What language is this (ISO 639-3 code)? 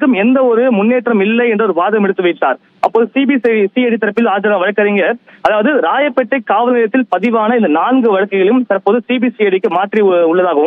tam